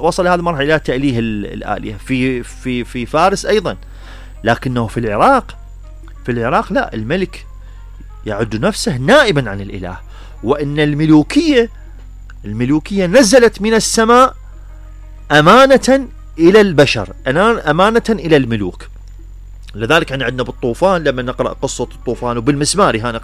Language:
Mesopotamian Arabic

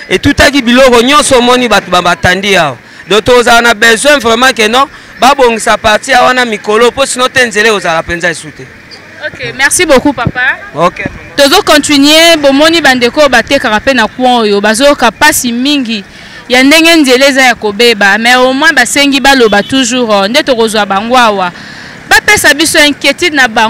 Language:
Lingala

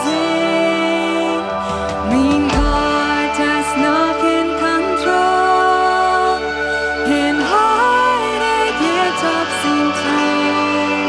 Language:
Plautdietsch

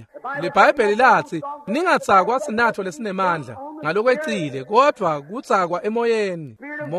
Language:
Swati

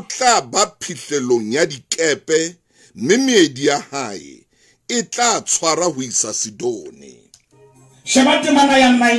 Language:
Southern Sotho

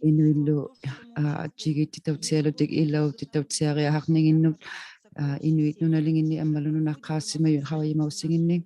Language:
Inuktitut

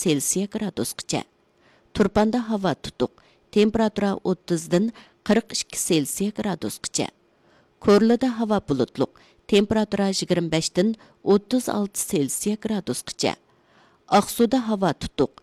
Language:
Uyghur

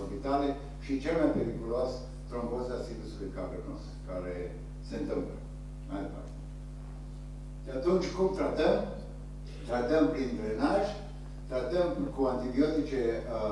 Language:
Romanian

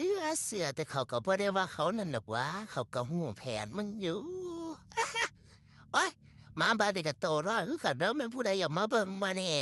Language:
Lao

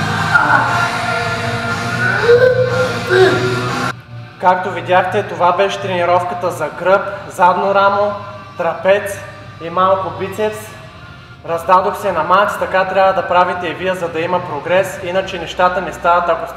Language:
Bulgarian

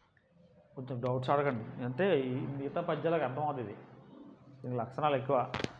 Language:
Telugu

